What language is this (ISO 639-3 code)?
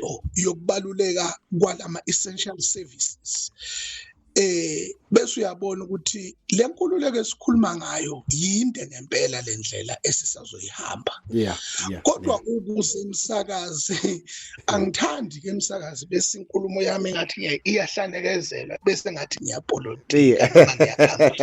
zul